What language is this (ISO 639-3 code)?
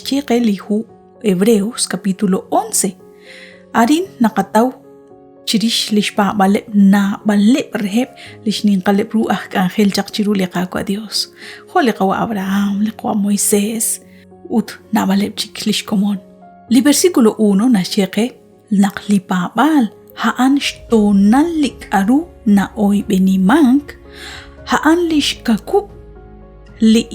kek